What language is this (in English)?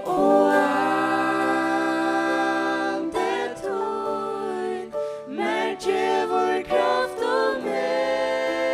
Faroese